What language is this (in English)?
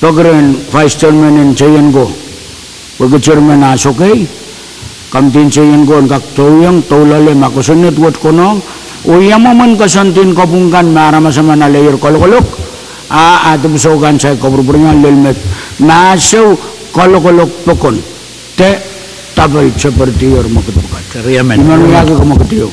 Pohnpeian